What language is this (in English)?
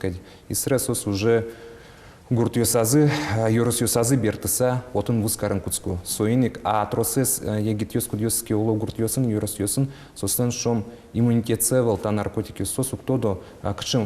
Udmurt